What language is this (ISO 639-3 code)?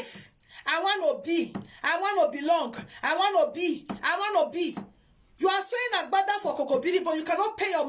pcm